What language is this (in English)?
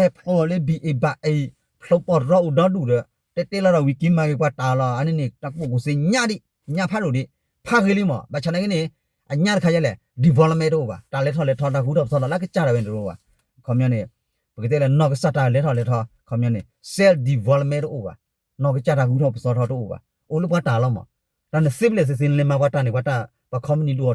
S'gaw Karen